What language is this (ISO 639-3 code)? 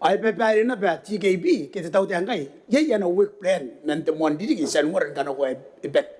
gil